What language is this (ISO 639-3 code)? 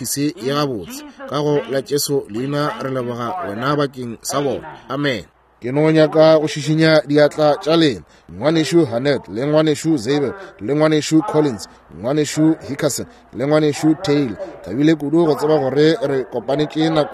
nso